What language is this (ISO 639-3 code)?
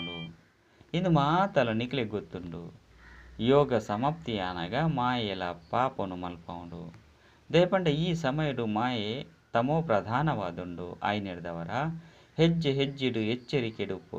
tcy